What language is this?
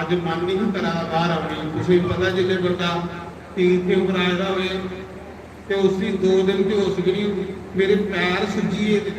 Dogri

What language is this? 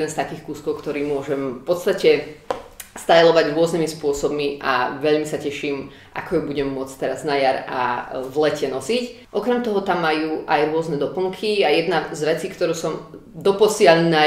Slovak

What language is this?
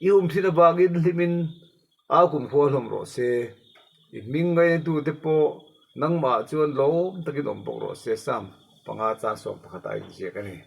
Mizo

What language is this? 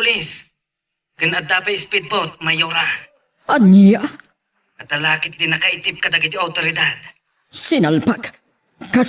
Iloko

